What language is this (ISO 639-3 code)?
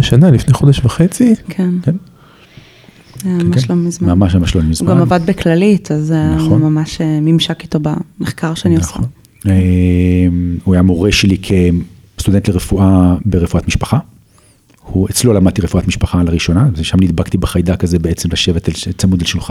heb